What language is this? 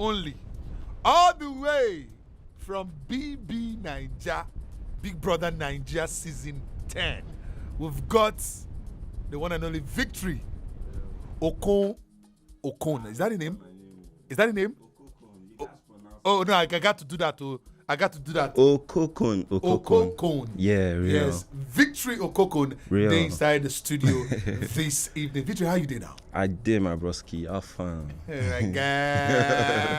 Nigerian Pidgin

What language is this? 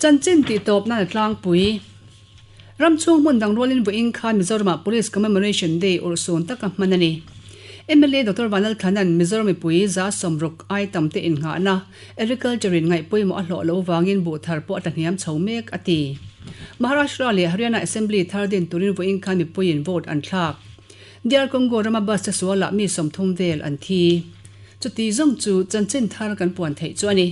Mizo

